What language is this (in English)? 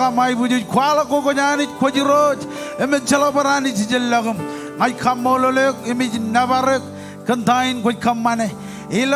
Marshallese